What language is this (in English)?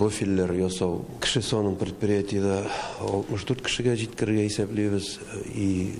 Tatar